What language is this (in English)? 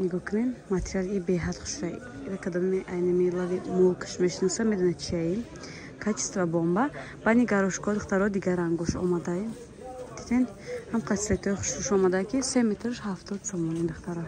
Tajik